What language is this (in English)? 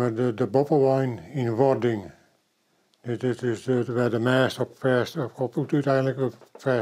Western Frisian